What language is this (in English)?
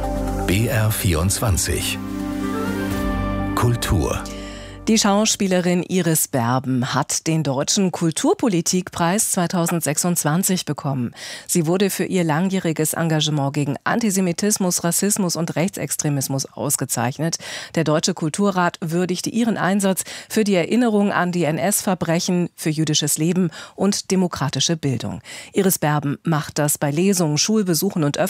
German